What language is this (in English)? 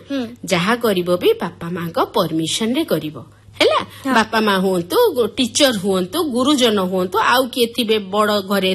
Odia